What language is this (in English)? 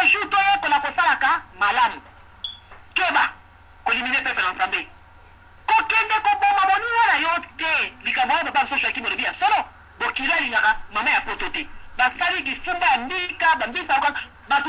Lingala